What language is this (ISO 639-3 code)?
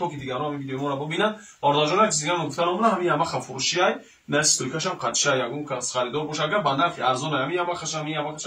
tgk